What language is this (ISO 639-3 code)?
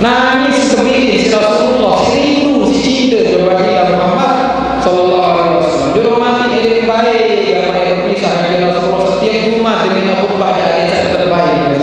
sas